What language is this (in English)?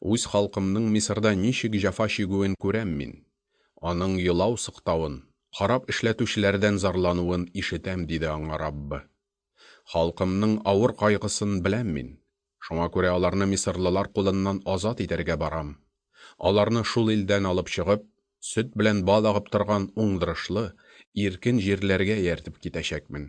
Tatar